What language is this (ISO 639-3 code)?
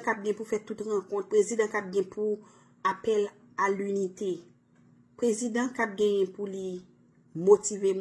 hat